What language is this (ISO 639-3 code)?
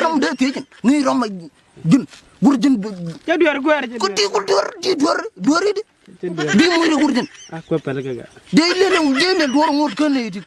nus